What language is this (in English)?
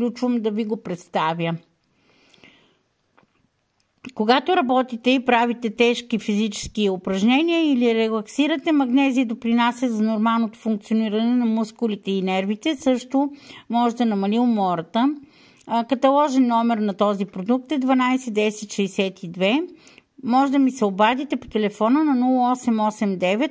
Bulgarian